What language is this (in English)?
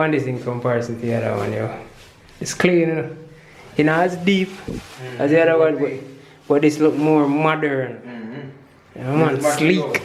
Jamaican Creole English